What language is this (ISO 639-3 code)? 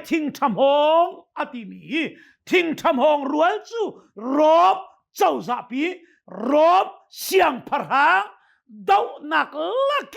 cnh